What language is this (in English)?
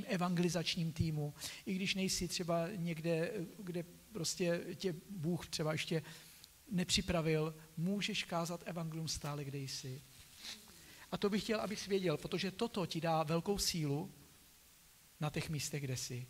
Czech